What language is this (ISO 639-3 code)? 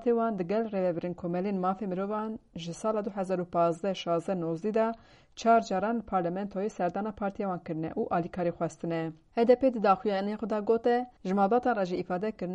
kur